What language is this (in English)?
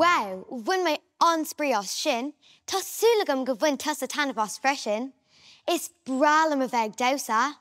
Irish